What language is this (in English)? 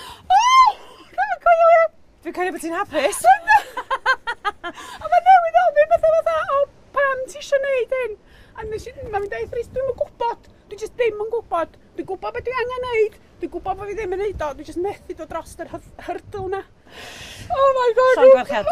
Welsh